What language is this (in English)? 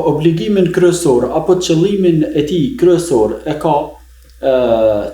Albanian